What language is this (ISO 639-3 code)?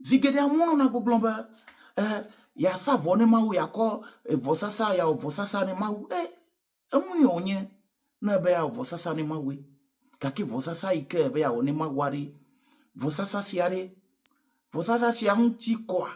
ewe